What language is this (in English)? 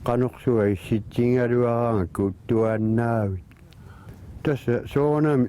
Kalaallisut